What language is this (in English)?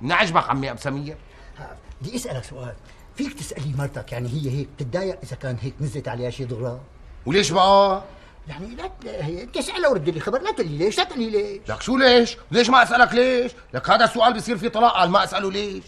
North Levantine Arabic